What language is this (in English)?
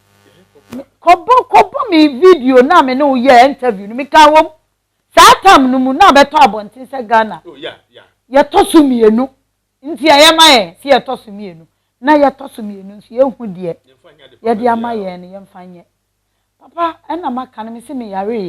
Akan